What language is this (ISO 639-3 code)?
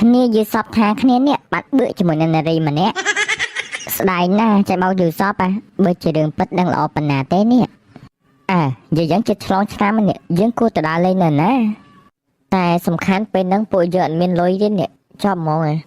khm